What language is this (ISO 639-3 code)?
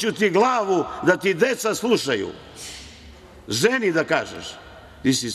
srp